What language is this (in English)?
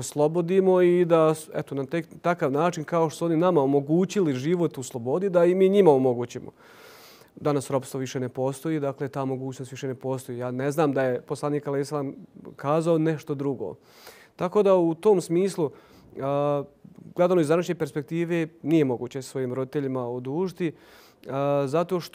Bosnian